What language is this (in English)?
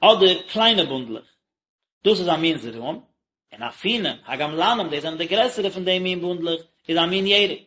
Yiddish